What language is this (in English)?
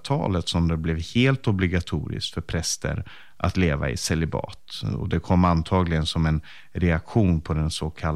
Swedish